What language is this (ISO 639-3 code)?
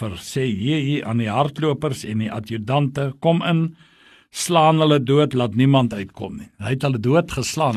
afr